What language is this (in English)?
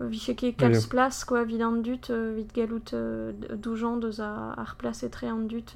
Breton